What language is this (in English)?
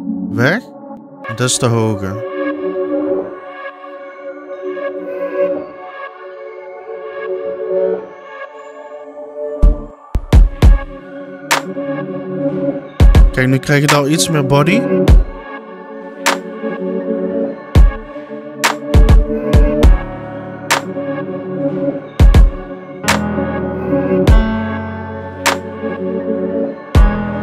Dutch